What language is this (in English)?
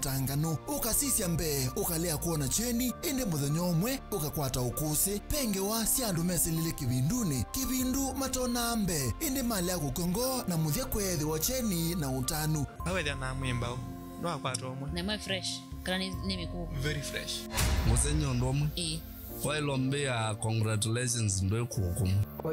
Kamba